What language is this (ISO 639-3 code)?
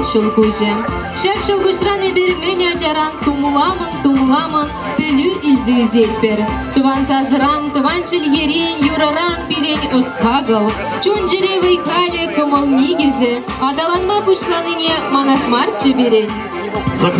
chv